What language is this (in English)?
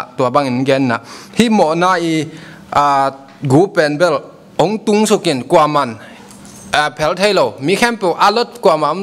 Tedim Chin